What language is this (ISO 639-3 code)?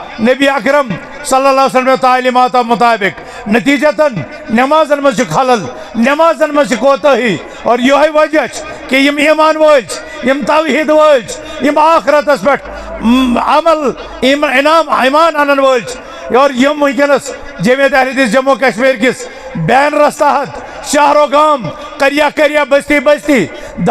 kas